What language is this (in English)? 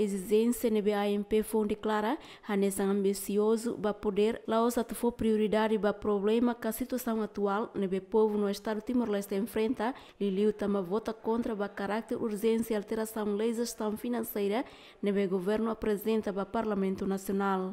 Tetum